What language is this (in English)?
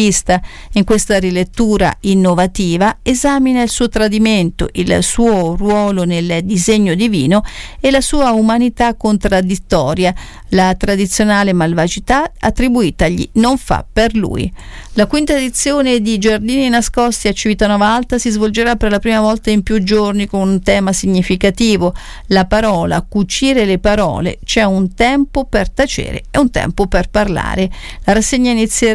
Italian